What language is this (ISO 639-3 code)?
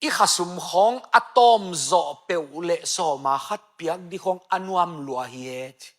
ctd